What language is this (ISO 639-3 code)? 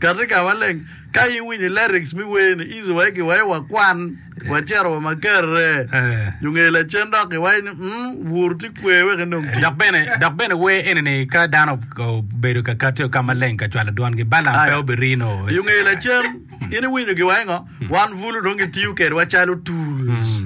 ach